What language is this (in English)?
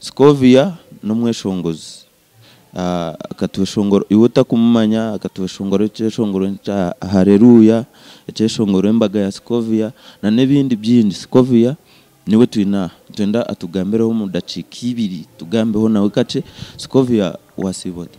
Nyankole